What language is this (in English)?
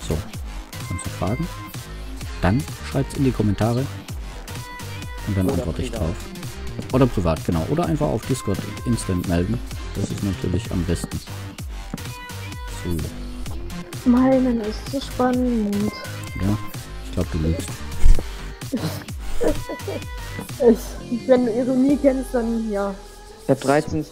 German